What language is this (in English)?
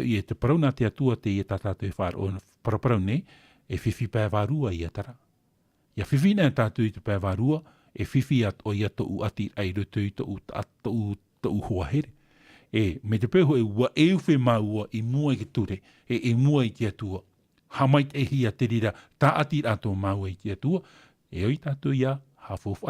Tahitian